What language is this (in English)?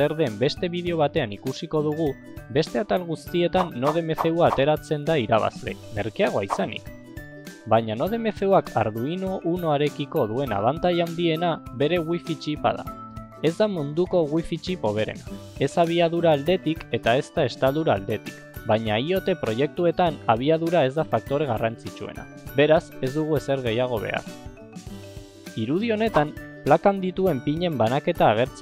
Basque